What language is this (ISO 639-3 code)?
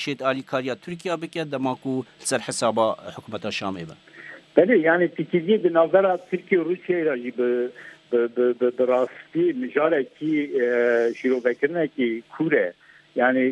kur